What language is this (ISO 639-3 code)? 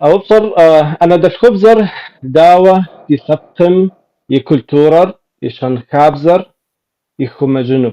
kbd